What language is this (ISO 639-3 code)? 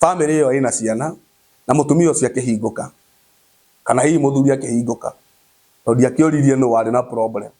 kik